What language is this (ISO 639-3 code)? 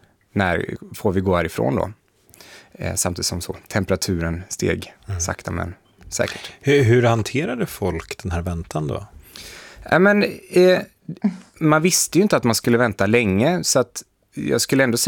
swe